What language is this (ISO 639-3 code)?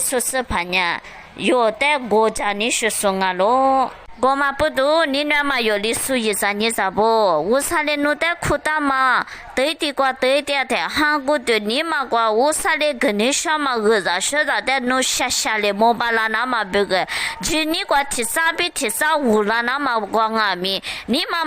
lis